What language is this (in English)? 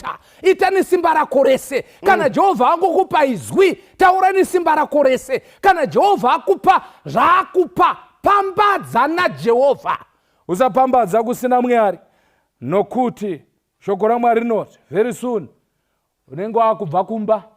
Shona